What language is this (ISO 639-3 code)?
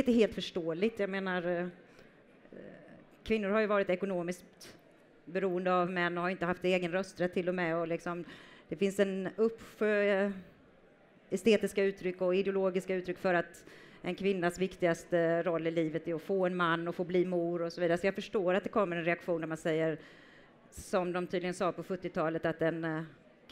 swe